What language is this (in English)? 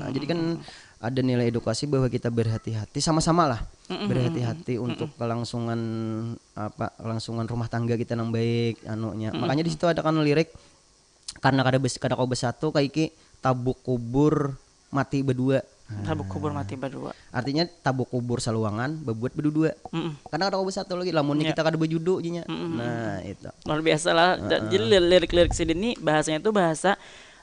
Banjar